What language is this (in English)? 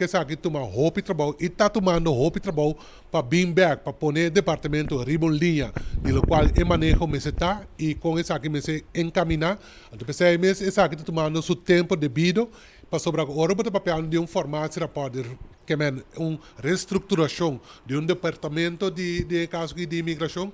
Papiamento